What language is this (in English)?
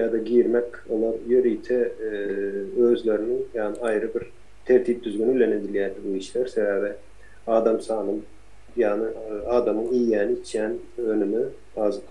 Turkmen